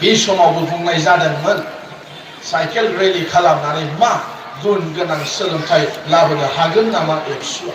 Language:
Bodo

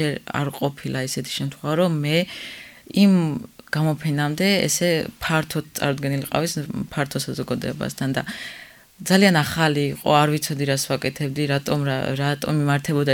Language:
Georgian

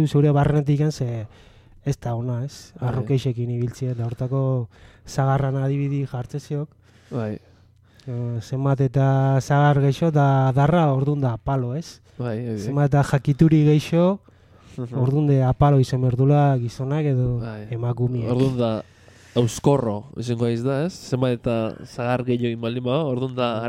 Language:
Basque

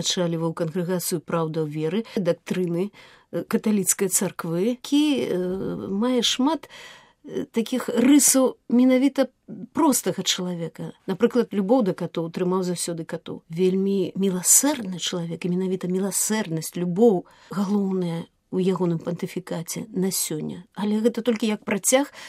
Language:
Belarusian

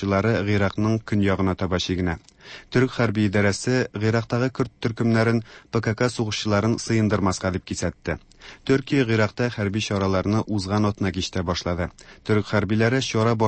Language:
Tatar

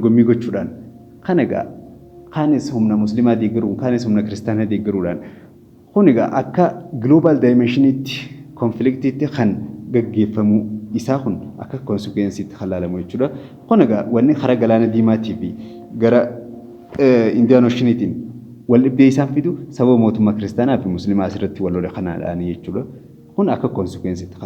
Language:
Oromo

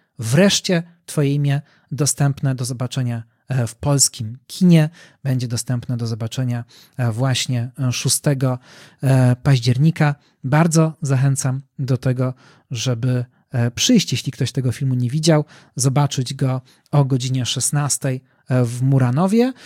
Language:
Polish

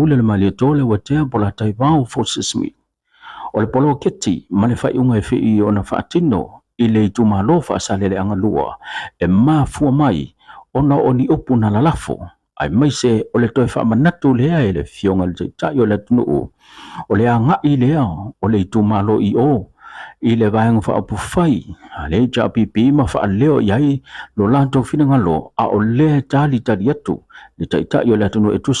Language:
Samoan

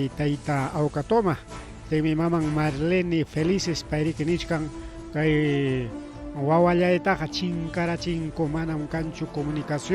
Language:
Ayacucho Quechua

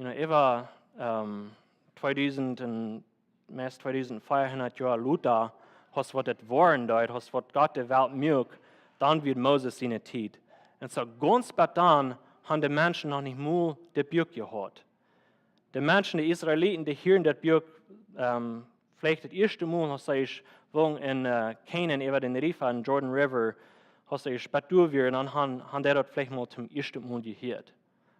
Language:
Plautdietsch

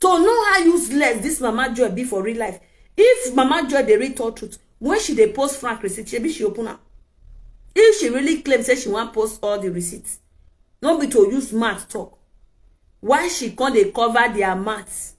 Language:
Nigerian Pidgin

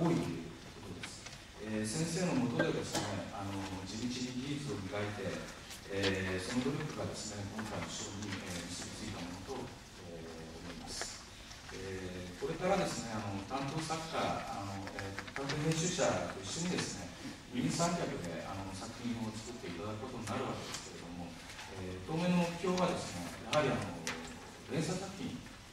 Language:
Japanese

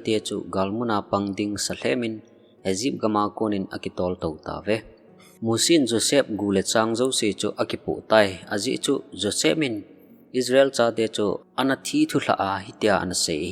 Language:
Thado Chin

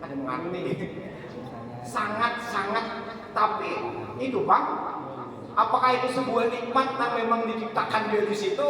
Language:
Banjar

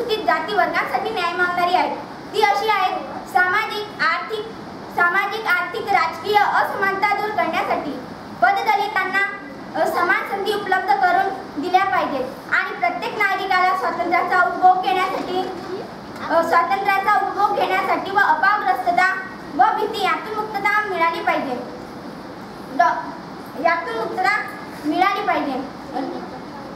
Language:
Marathi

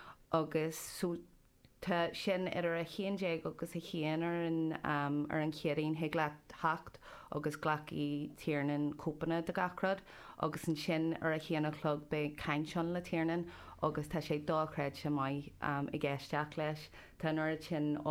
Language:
Irish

